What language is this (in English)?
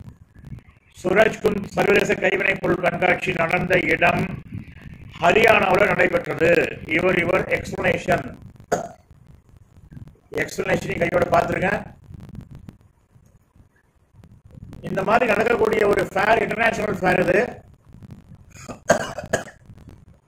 Tamil